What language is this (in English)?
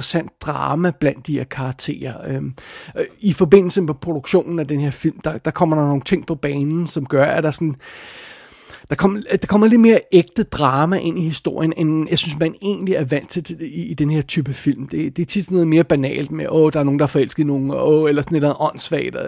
Danish